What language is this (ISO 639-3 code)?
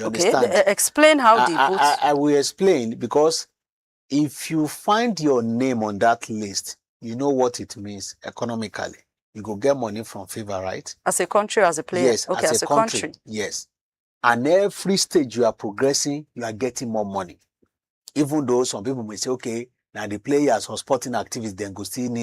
pcm